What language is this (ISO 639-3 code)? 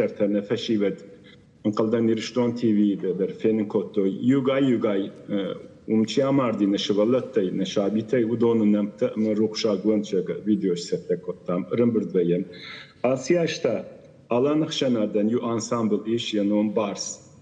oss